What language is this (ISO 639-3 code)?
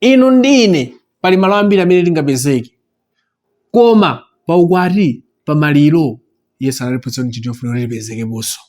nya